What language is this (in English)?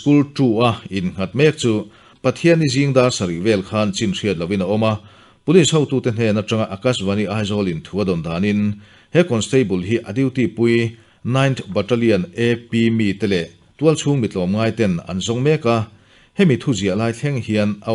Mizo